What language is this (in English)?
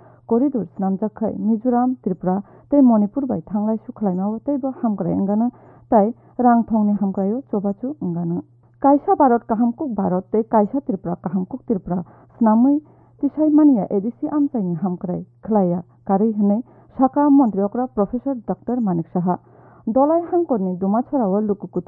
Kok Borok